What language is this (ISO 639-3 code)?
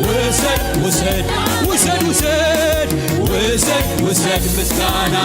tir